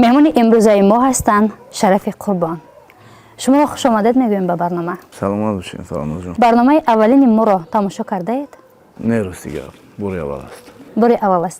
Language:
Tajik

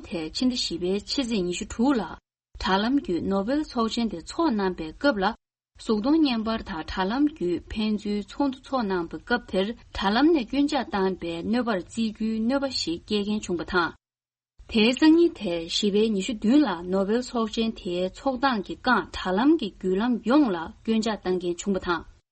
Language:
Tibetan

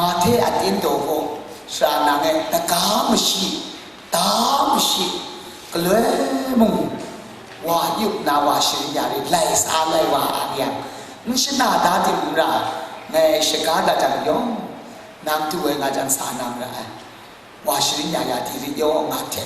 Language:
Kachin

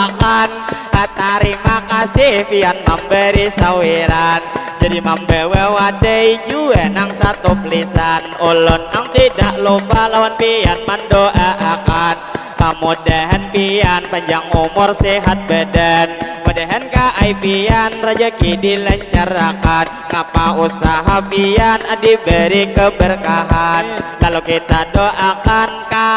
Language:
Banjar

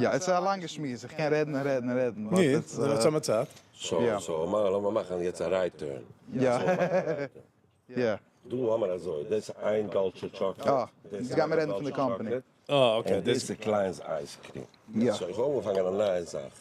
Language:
Yiddish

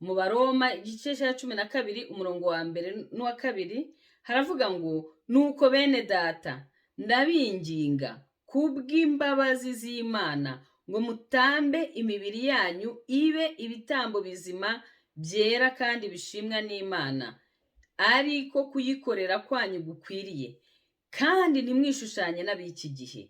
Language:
Kinyarwanda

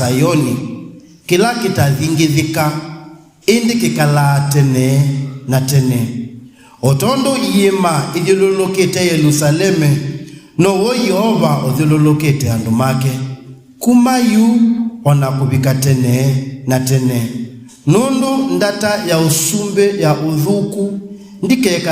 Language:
Kamba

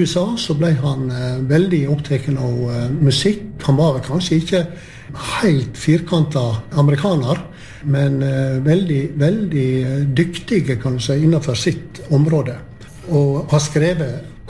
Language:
Norwegian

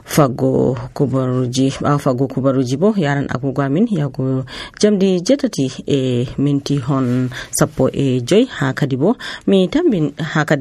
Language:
Nigerian Fulfulde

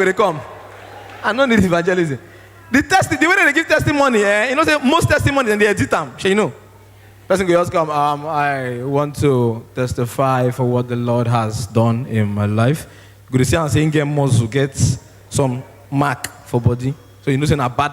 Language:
Nigerian Pidgin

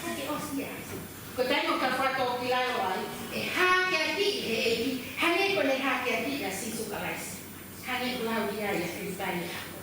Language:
Tongan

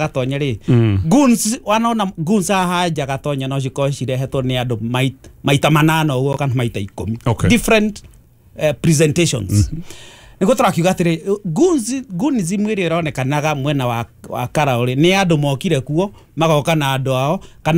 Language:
Kikuyu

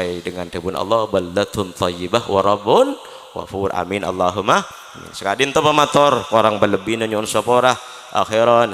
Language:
Madurese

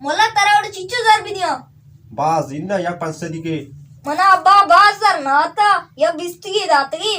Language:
Baluchi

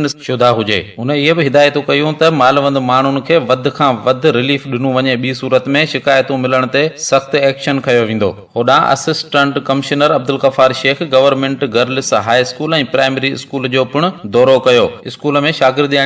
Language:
Sindhi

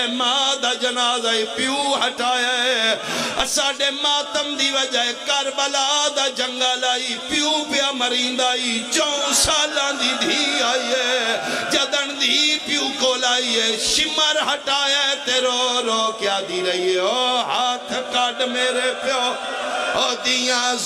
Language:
Pahari-Potwari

